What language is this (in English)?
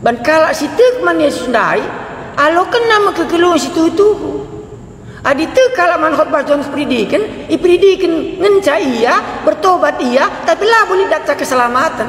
Batak Karo